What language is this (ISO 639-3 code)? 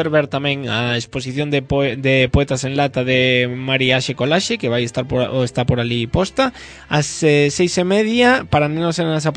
glg